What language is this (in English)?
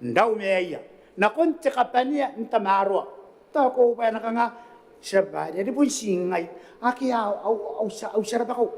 Gilbertese